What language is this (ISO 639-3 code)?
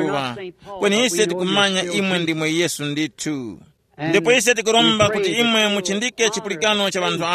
tum